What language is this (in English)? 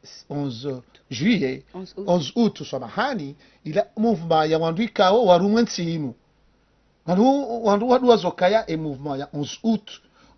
Ngazidja Comorian